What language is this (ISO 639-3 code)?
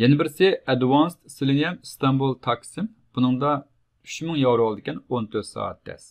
uig